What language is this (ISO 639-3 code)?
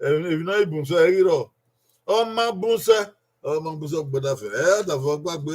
bin